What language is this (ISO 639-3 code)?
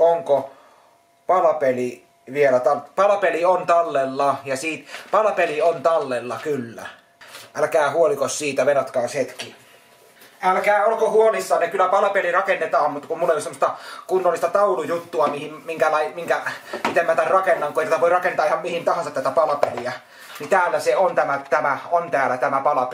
fin